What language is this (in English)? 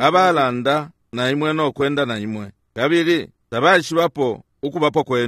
Bemba